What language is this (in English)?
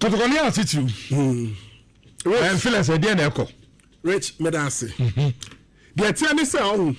Akan